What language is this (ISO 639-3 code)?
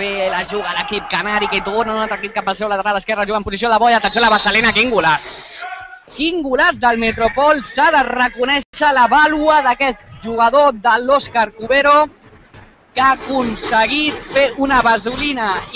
cat